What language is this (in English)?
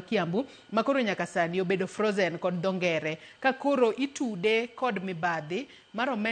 Luo (Kenya and Tanzania)